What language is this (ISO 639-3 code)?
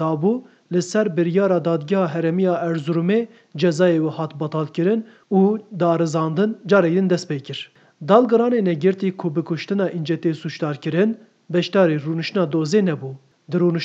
kur